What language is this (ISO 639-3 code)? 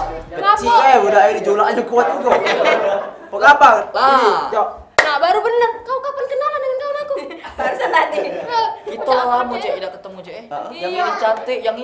mui